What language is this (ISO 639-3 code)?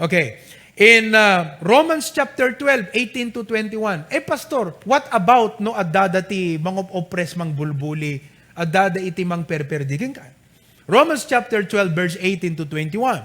ilo